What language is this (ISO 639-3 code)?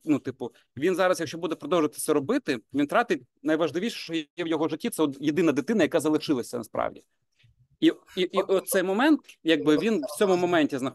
ukr